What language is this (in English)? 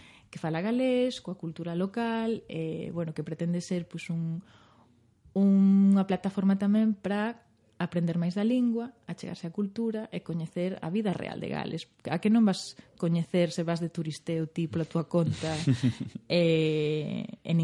Galician